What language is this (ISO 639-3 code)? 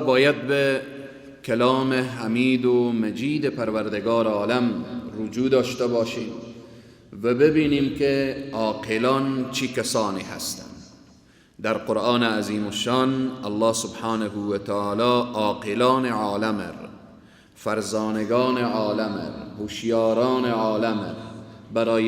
fas